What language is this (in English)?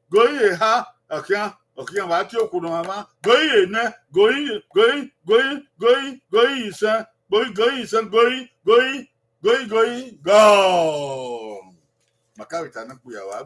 Bini